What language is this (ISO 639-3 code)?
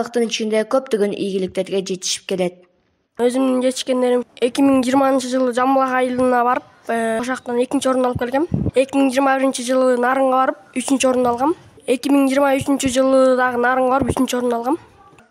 kir